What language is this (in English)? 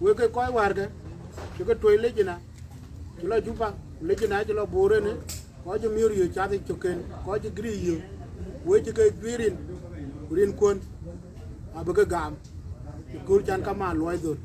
Dinka